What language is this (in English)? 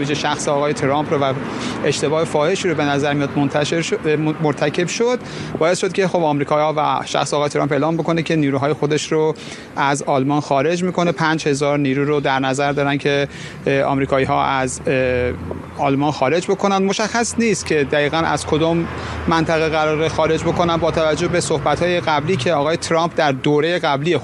Persian